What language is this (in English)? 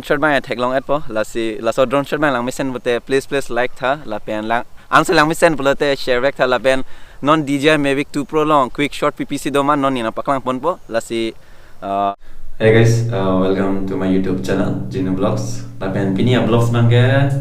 Karbi